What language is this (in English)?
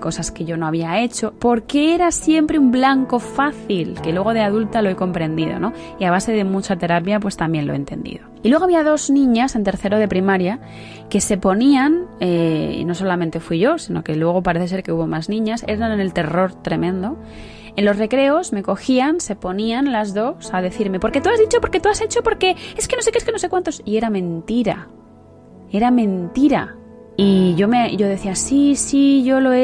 Spanish